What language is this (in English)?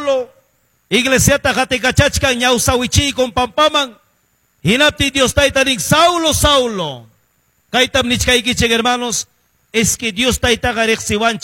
Quechua